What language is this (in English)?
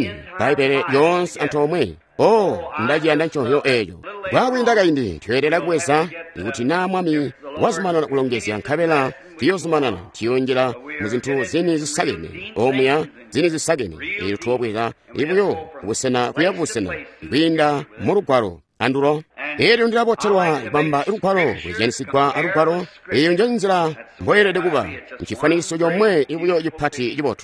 Tonga (Zambia)